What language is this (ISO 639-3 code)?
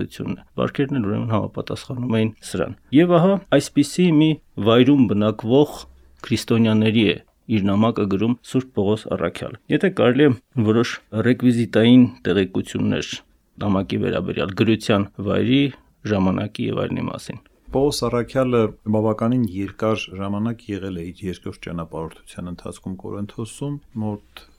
hye